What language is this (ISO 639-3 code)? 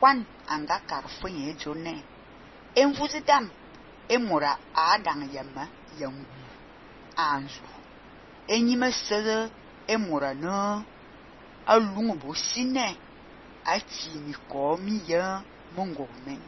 fan